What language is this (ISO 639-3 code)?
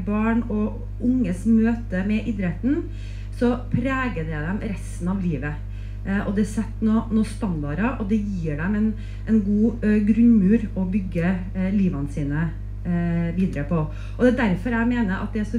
nor